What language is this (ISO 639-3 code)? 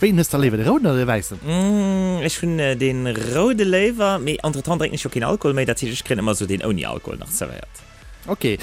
ltz